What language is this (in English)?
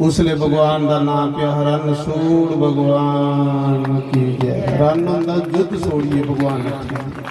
Dogri